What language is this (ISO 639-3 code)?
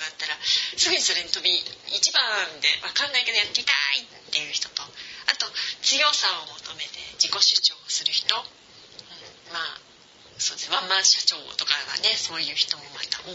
jpn